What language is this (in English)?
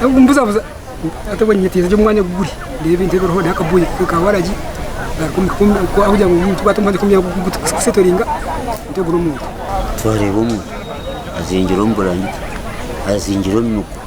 Nyankole